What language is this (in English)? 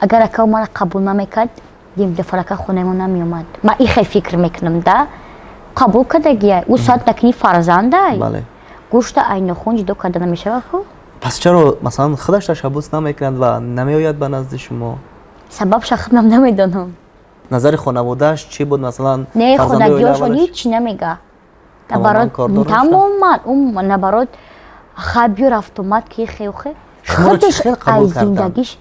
Tajik